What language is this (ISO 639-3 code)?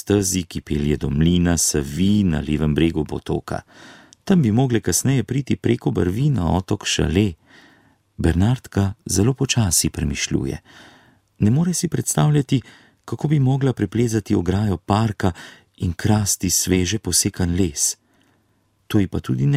slv